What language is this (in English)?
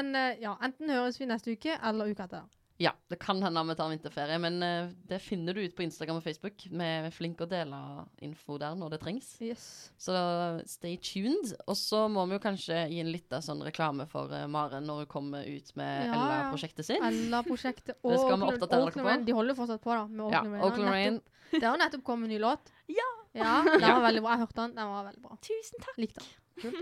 Norwegian